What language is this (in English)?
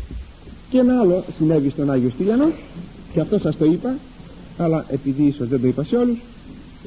Greek